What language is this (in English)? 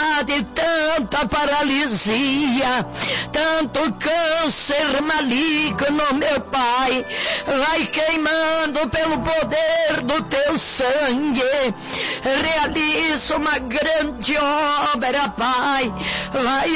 Portuguese